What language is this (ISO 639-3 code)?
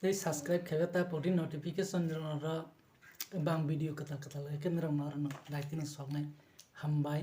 trp